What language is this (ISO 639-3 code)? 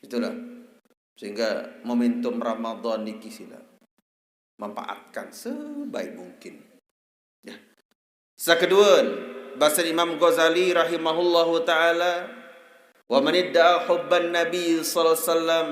sas